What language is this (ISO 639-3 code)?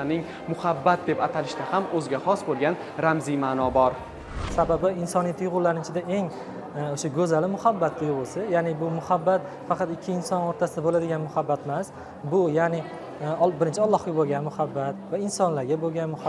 uzb